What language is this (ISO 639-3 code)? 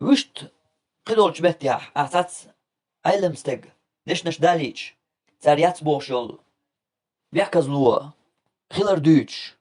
che